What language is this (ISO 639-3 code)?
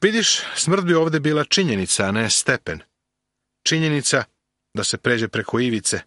srp